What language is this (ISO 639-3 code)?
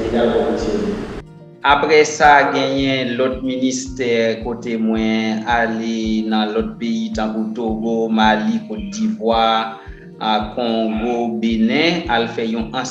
hat